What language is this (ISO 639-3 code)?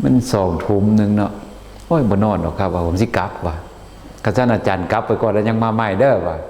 lao